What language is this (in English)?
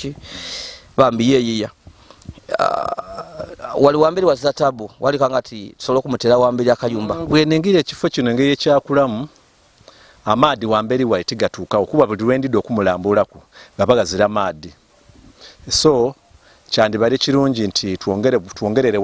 Ganda